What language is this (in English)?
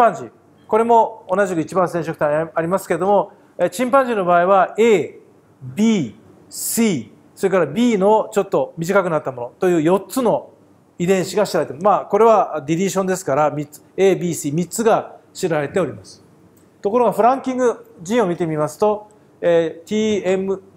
Japanese